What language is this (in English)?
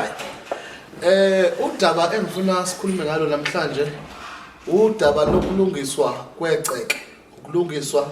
Zulu